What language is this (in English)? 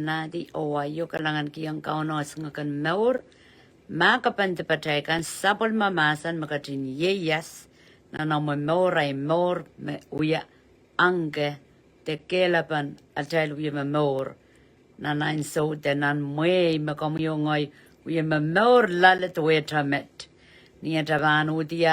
Pohnpeian